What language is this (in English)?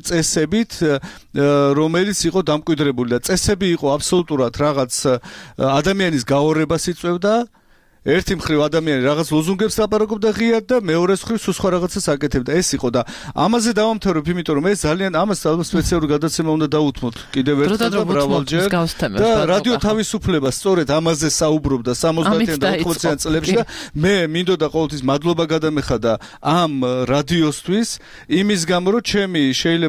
Georgian